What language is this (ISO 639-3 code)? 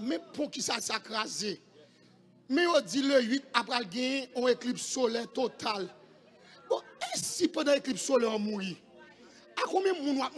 hat